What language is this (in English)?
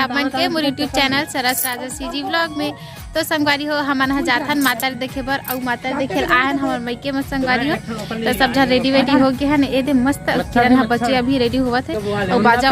Chhattisgarhi